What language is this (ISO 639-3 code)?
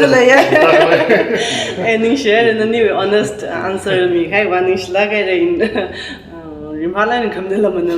nmf